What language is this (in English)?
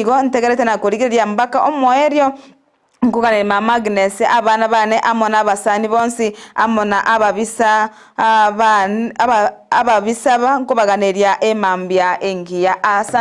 Gusii